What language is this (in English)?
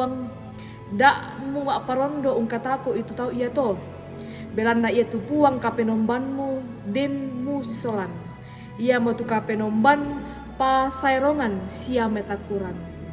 Toraja-Sa'dan